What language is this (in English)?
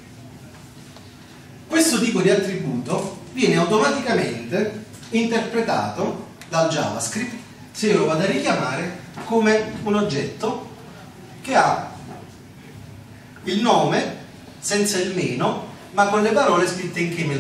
Italian